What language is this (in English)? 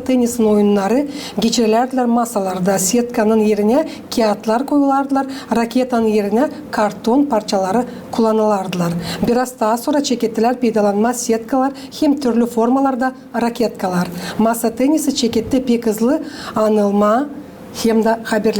Gagauz